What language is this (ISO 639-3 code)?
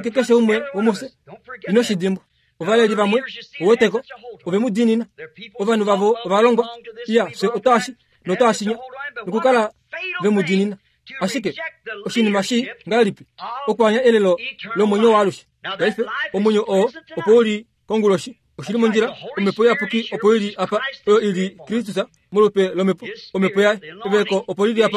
kua